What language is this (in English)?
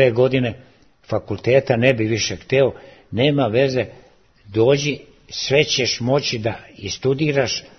Serbian